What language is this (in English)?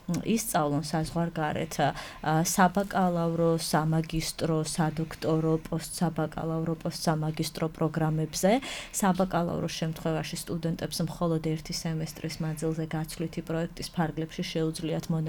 Georgian